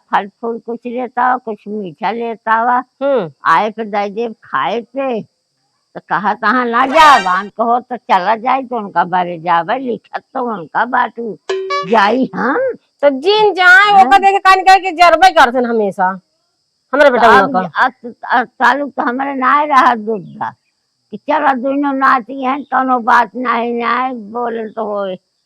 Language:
Awadhi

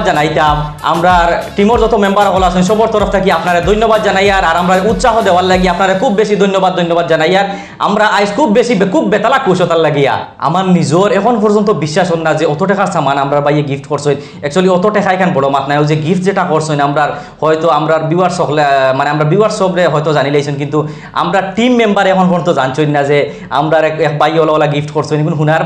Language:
Sylheti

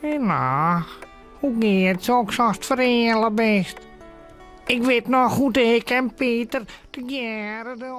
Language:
Western Frisian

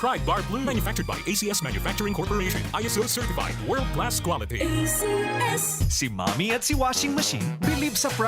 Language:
Bikol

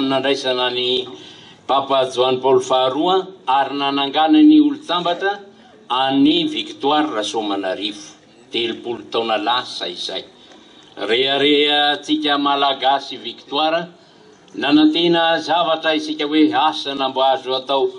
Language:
Malagasy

